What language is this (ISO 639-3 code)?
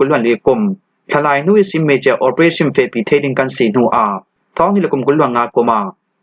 cfm